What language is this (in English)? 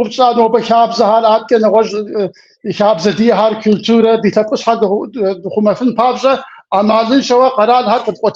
Kabardian